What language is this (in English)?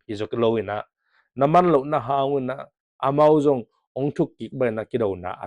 Tedim Chin